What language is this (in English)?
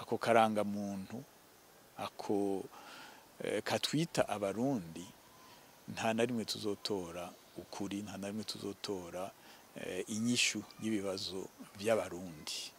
Rundi